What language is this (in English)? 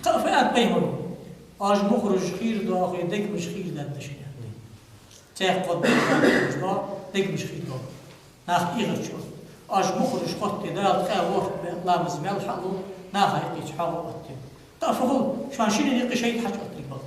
Ingush